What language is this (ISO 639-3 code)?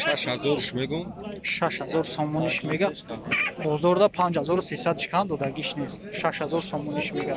tgk